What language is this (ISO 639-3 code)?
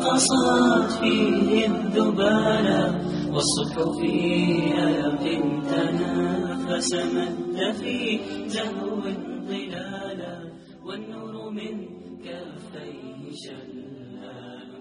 bos